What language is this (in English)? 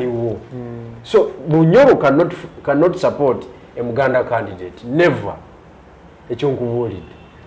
Ganda